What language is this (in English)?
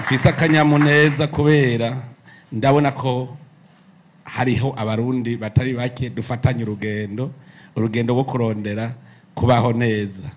Rundi